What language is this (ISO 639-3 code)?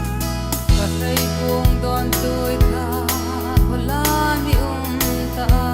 hmr